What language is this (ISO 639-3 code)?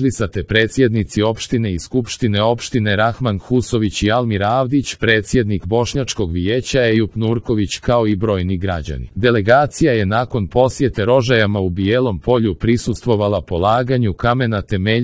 hrv